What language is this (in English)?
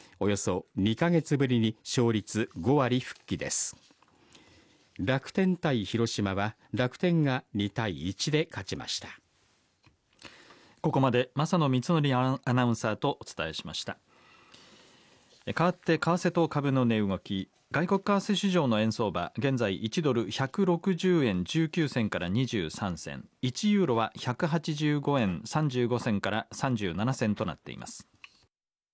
Japanese